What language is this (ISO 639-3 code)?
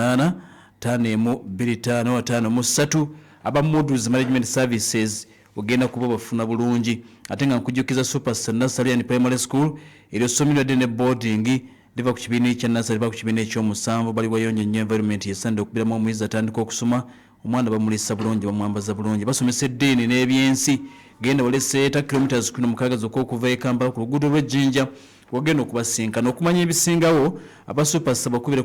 lug